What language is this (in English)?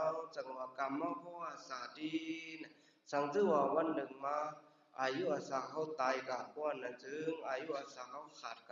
Shan